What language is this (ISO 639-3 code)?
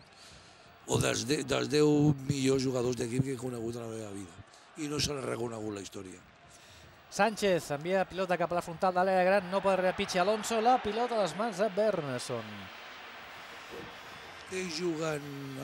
cat